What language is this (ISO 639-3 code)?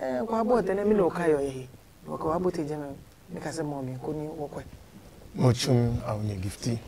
ada